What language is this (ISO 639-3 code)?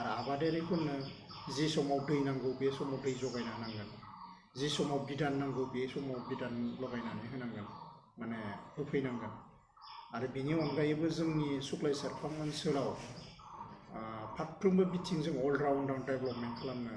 brx